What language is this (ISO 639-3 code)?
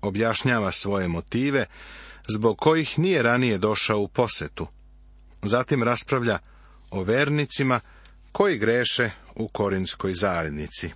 srp